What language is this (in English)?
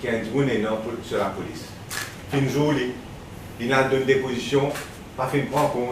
Morisyen